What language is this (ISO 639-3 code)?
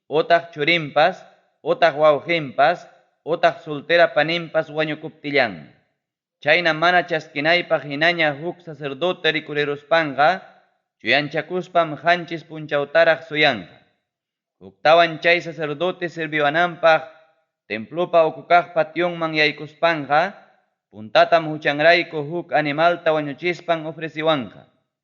quy